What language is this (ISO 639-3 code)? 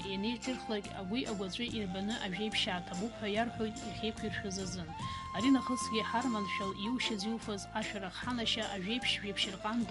abk